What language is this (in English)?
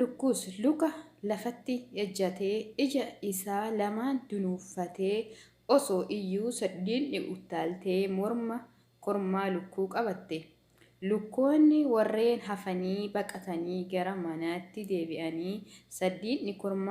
Oromo